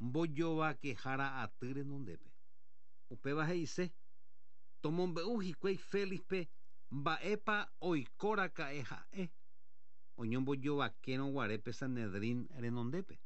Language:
Guarani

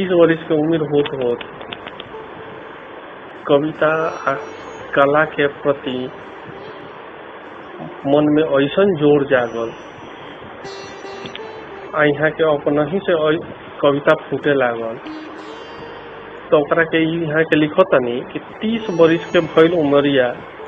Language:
Bhojpuri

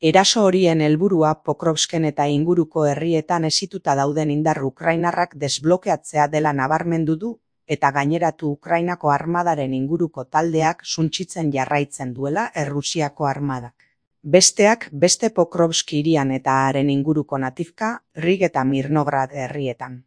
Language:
Basque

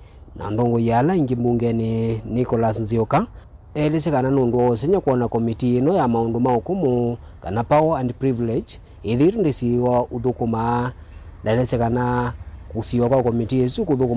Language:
Kamba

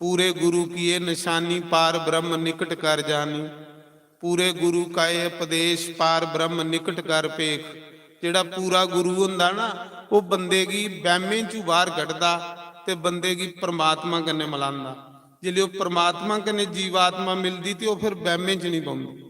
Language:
Dogri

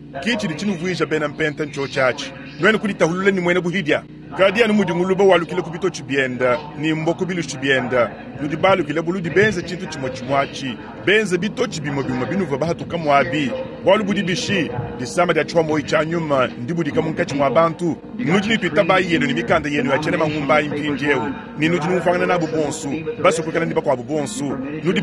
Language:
Luba-Lulua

